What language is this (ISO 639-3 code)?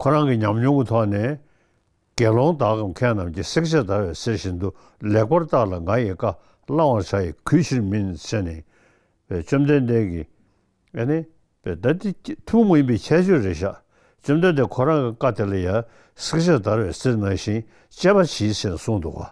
bod